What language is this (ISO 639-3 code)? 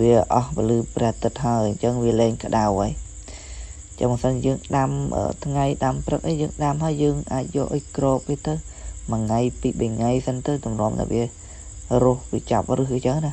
khm